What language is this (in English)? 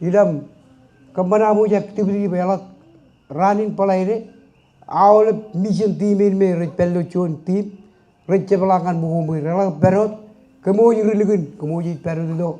Marshallese